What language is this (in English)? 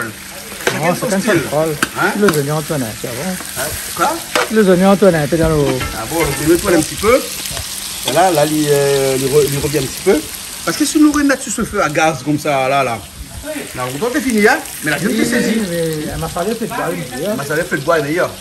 Réunion Creole French